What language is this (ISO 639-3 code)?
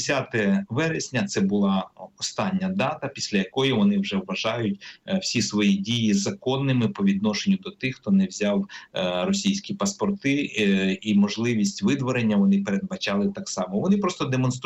ukr